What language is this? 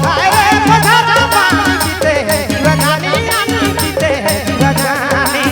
Sadri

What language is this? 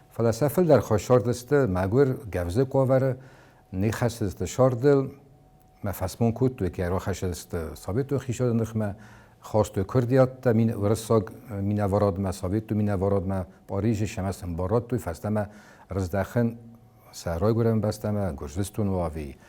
Ossetic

